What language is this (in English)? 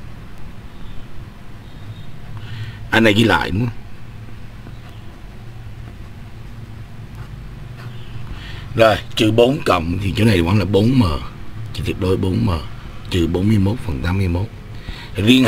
Vietnamese